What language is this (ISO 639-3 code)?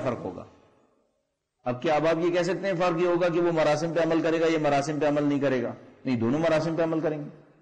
urd